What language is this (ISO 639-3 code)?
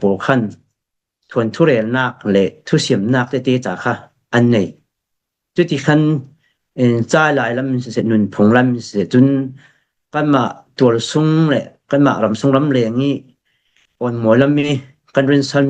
cfm